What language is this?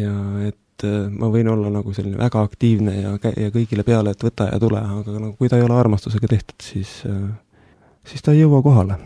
Estonian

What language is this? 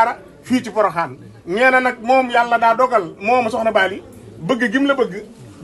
Wolof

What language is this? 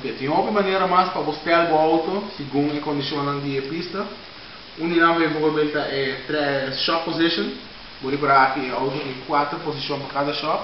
Papiamento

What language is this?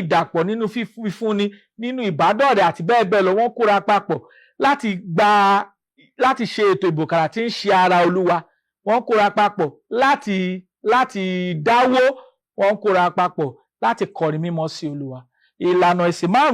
Yoruba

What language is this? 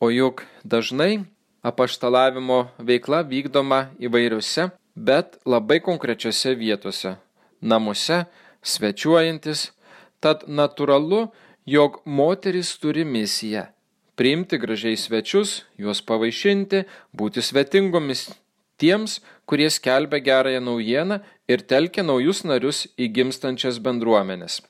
Lithuanian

